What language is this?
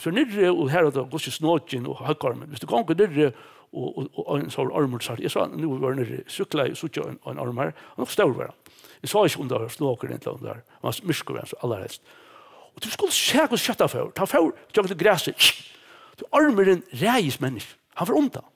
Faroese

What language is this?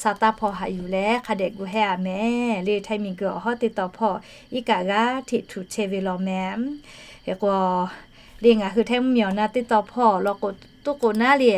Lahu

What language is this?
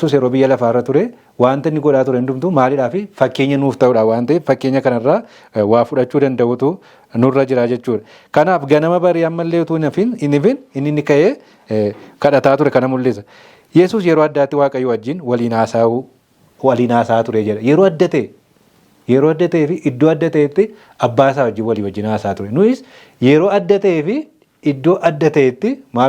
Oromo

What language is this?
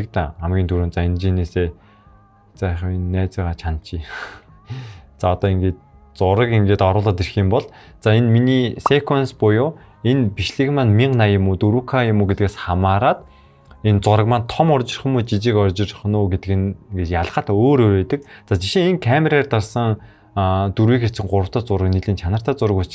Mongolian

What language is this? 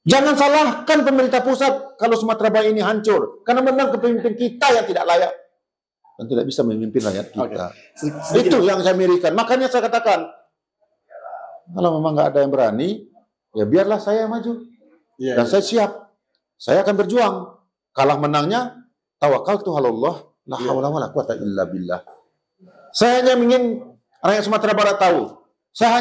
Indonesian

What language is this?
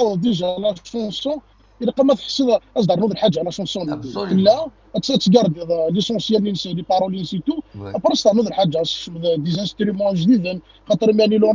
Kabyle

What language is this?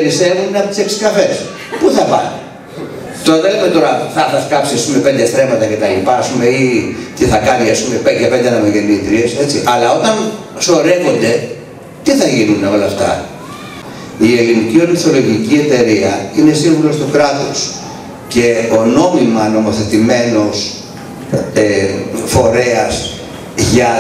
Greek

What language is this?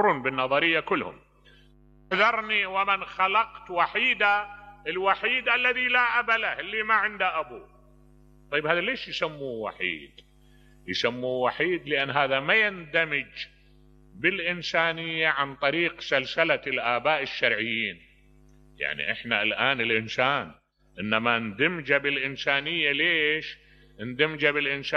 Mesopotamian Arabic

